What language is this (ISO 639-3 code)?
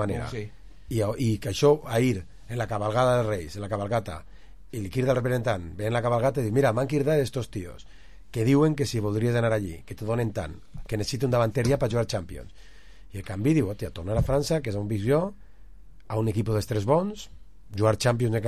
cat